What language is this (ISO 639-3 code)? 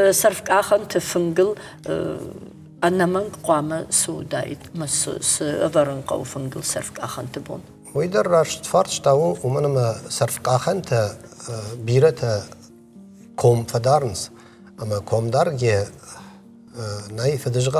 oss